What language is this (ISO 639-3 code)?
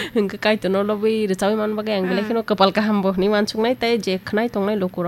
trp